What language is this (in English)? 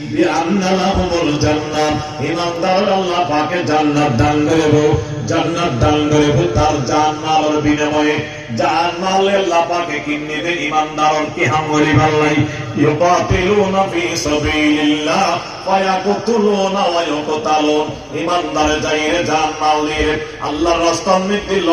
Rohingya